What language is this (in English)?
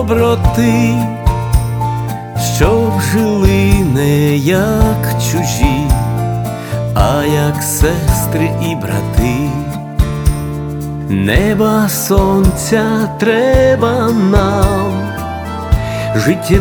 Ukrainian